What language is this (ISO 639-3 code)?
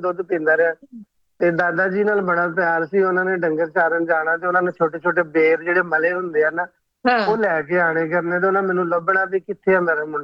pan